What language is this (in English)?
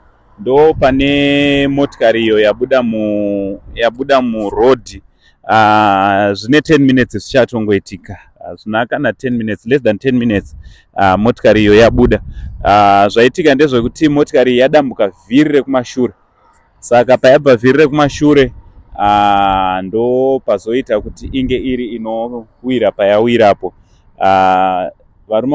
Shona